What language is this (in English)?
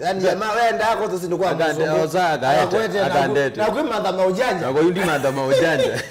Kamba